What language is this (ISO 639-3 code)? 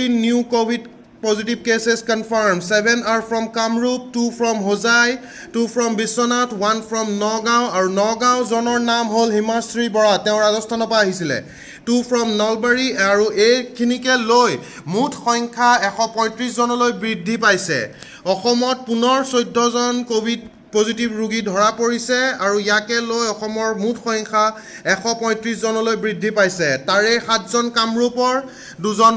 asm